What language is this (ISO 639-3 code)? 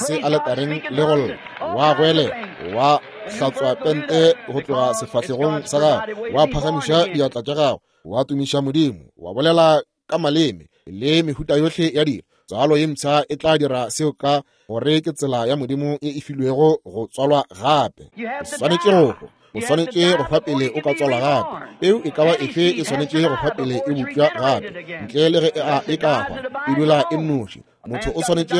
nso